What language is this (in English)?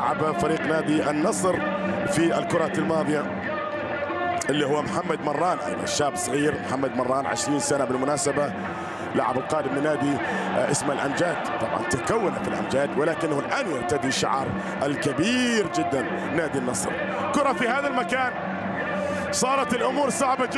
Arabic